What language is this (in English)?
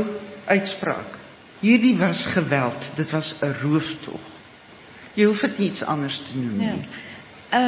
Afrikaans